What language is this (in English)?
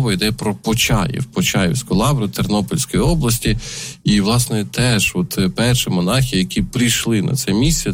Ukrainian